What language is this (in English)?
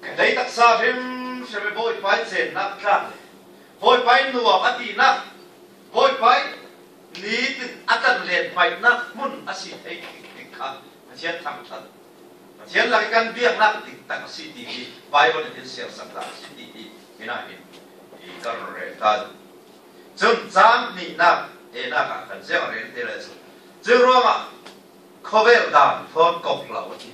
Falam Chin